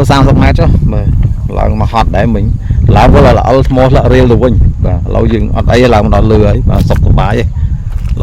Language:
Khmer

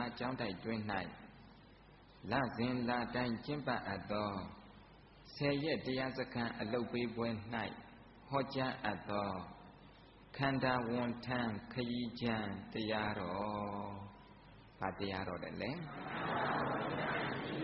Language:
Burmese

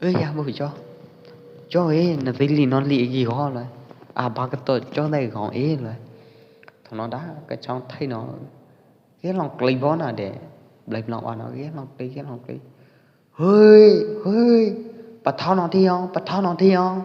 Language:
Pwo Eastern Karen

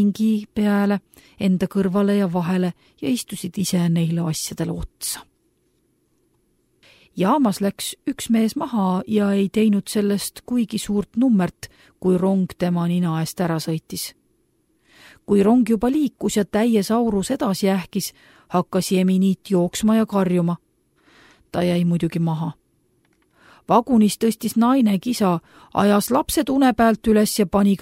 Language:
Estonian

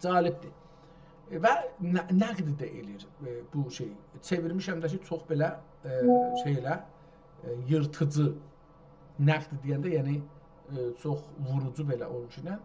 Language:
South Azerbaijani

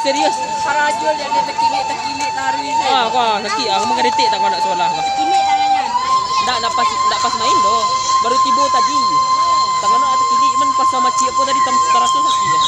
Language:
Minangkabau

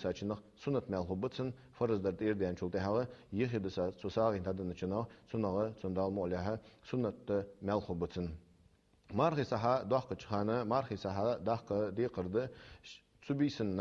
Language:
Ingush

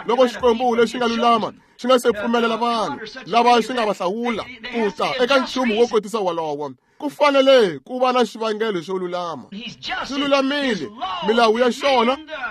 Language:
Tsonga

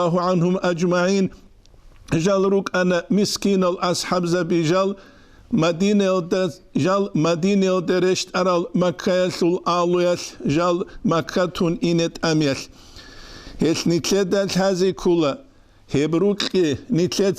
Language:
Avaric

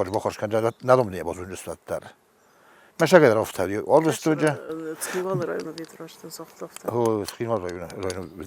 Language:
Ossetic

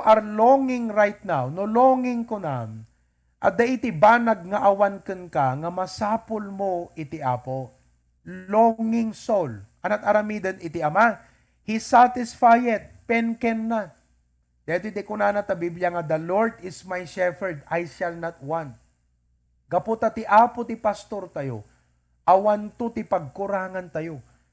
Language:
Iloko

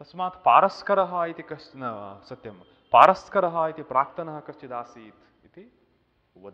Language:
Sanskrit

